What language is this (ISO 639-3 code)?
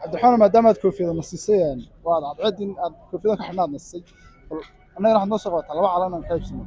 som